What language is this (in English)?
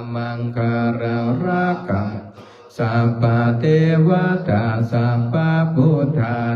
Pali